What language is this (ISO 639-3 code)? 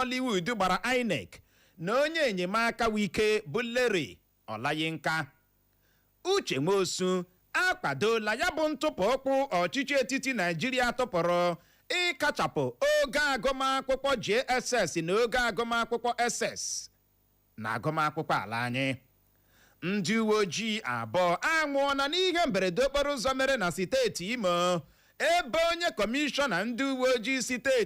ibo